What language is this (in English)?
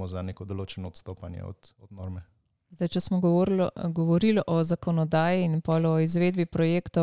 Slovenian